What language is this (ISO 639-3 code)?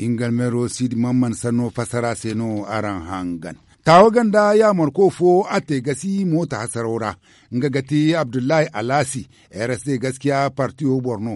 dje